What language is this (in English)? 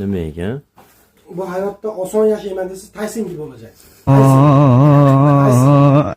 Uzbek